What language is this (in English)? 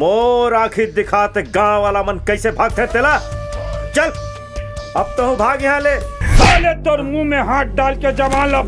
Chhattisgarhi